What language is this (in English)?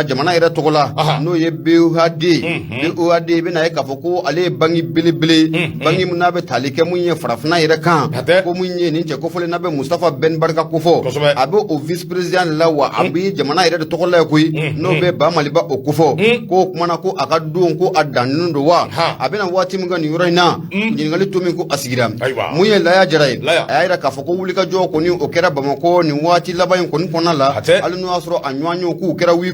Bambara